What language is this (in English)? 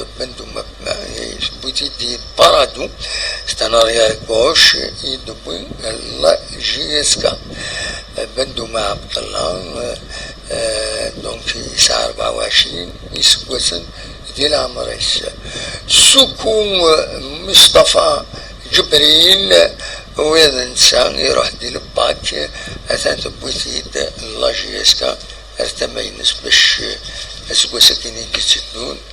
Kabyle